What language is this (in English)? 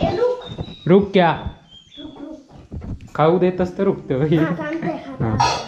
Konkani